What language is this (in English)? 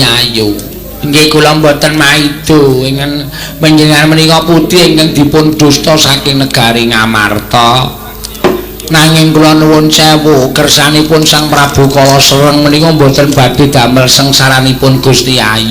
Javanese